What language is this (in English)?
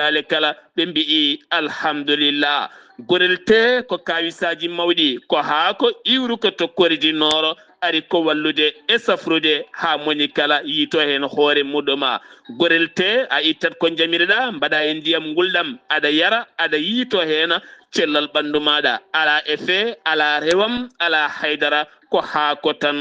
Fula